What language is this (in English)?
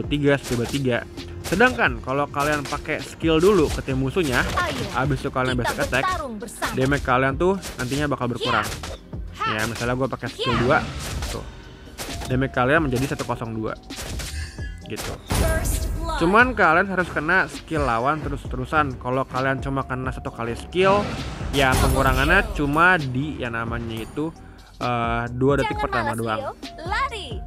Indonesian